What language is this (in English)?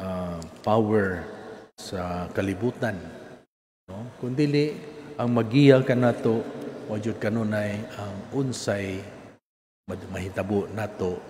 Cebuano